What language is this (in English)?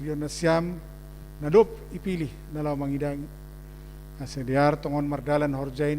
Batak Simalungun